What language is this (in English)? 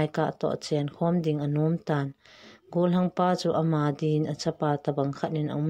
Thado Chin